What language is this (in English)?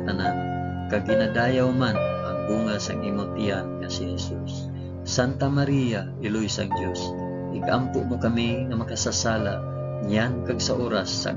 Hiligaynon